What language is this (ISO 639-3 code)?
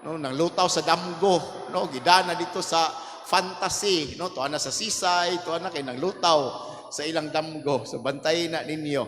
ceb